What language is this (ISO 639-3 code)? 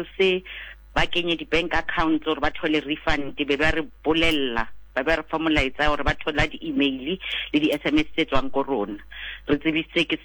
sot